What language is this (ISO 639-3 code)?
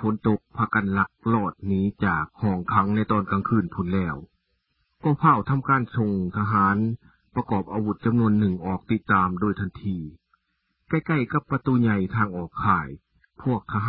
lao